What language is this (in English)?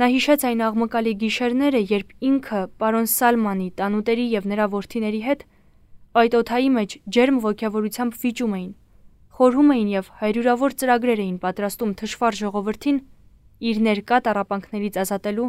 Armenian